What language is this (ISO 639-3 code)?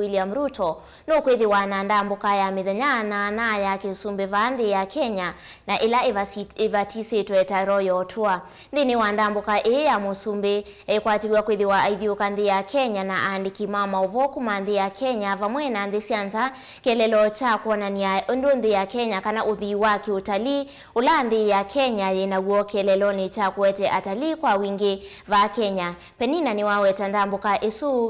kam